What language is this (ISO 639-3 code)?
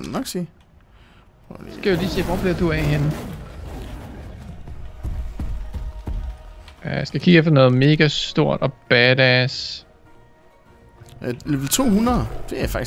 dan